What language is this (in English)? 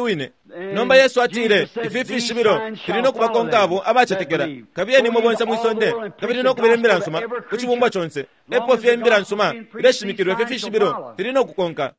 Bemba